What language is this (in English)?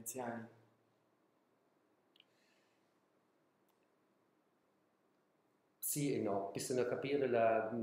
Italian